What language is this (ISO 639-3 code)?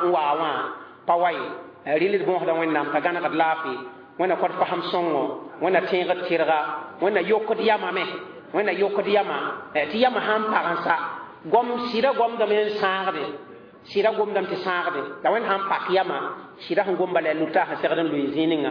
mos